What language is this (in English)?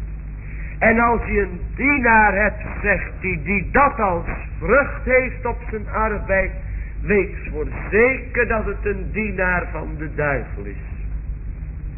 Dutch